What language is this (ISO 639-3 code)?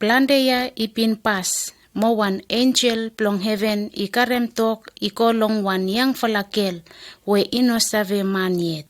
bis